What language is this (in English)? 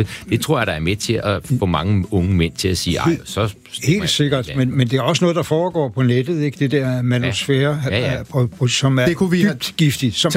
Danish